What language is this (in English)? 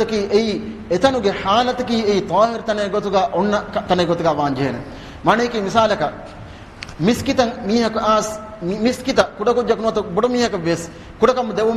Divehi